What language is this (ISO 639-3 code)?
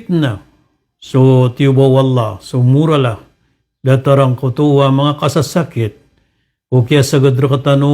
mrw